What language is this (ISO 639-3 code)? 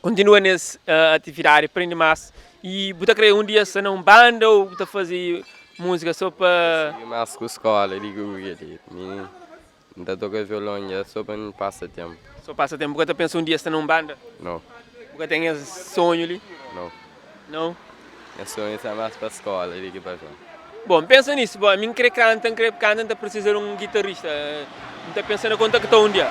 kea